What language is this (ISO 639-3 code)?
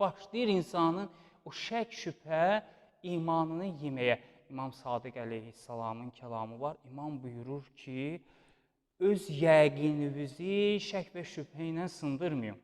aze